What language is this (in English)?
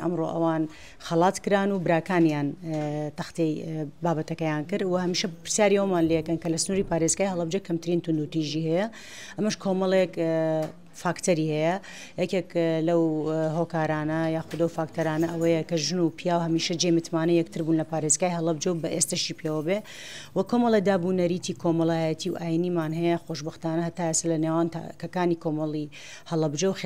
Central Kurdish